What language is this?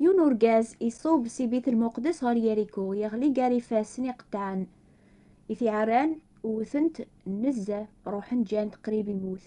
Kabyle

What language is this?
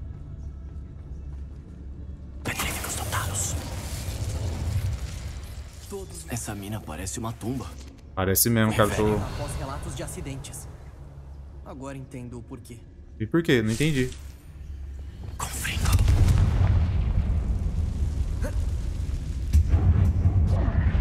Portuguese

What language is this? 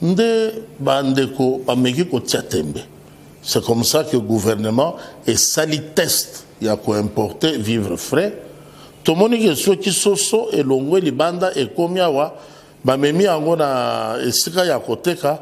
Lingala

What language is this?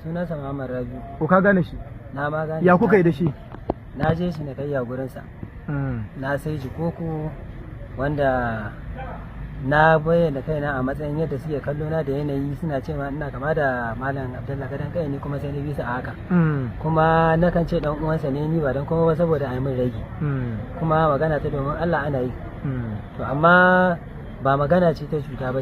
Hausa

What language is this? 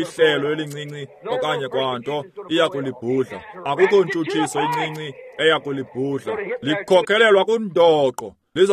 Xhosa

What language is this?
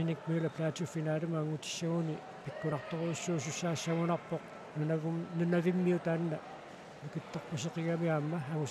Kalaallisut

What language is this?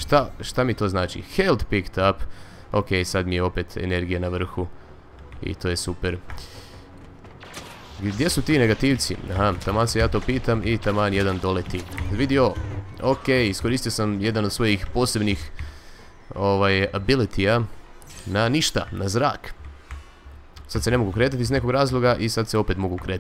Croatian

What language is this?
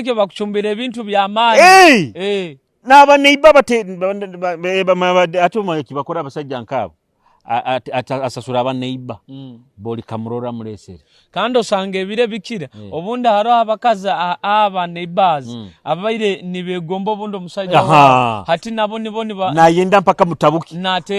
Nyoro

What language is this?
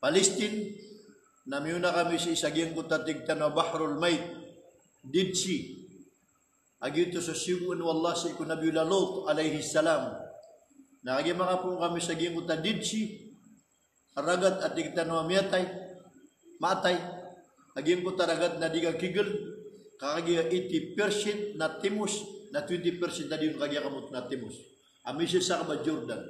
Maranao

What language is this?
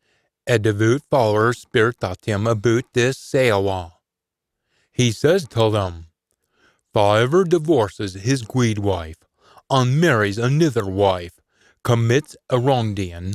Scots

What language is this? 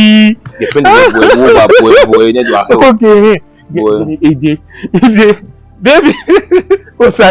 Bini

